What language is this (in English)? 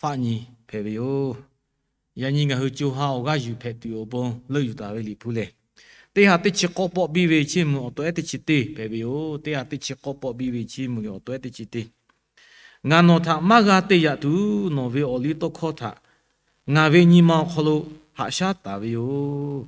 Lahu